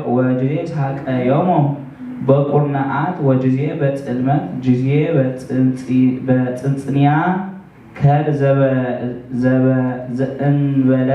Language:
Geez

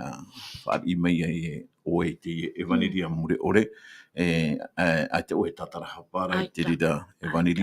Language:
Tahitian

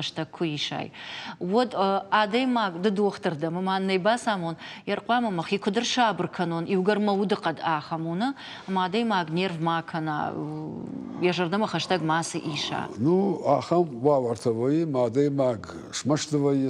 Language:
Ossetic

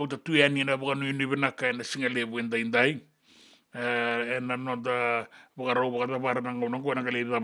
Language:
Fijian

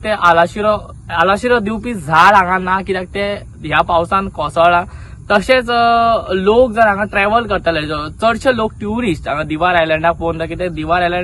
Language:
Konkani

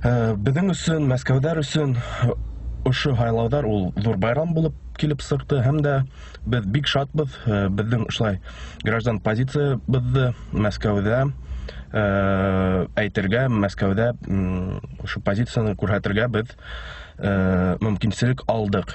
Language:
Bashkir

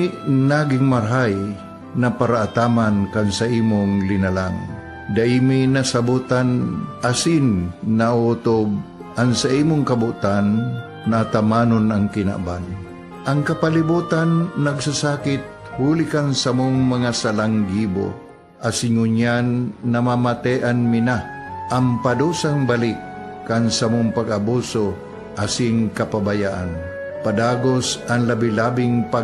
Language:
Bikol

